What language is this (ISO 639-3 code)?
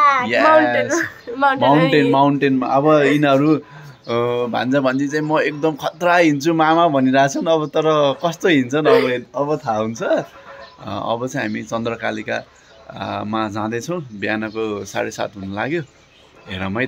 nep